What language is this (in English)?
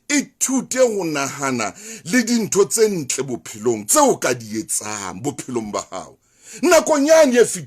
Southern Sotho